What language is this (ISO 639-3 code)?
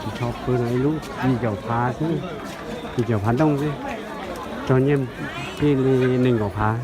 hmn